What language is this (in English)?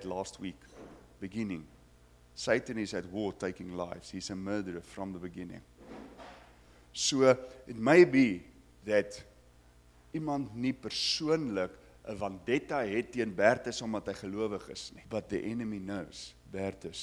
Afrikaans